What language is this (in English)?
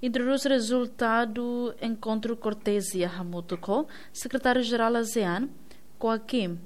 Tetum